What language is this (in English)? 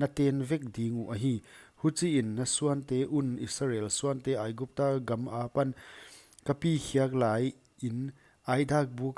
Paite Chin